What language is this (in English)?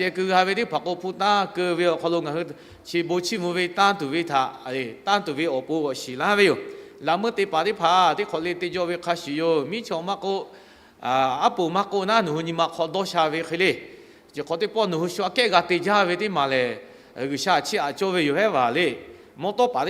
Lahu